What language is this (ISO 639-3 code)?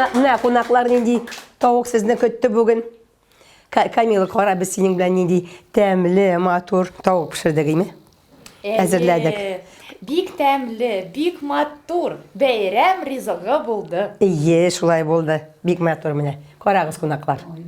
tat